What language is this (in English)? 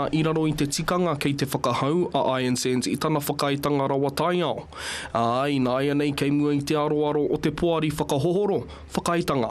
Māori